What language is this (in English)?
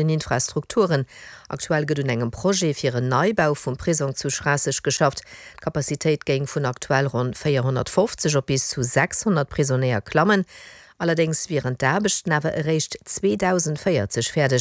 Luxembourgish